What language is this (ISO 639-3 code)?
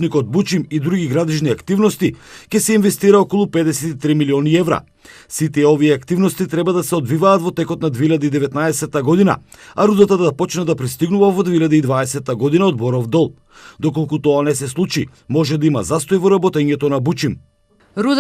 mkd